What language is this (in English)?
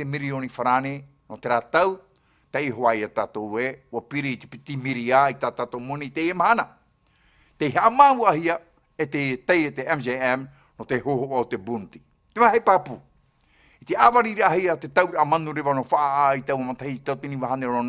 Tahitian